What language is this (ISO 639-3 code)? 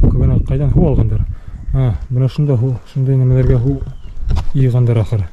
bak